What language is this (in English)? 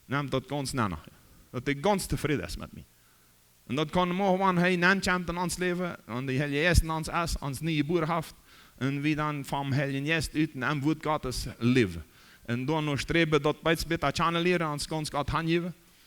Plautdietsch